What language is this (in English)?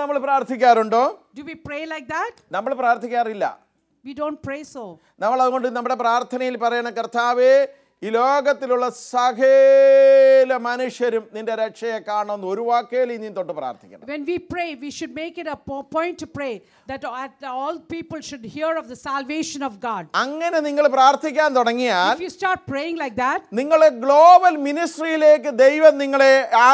Malayalam